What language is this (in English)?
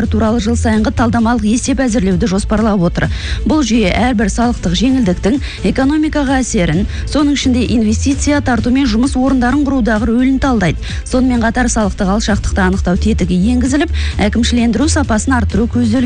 Kazakh